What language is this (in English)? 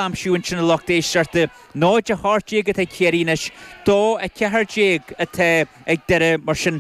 Irish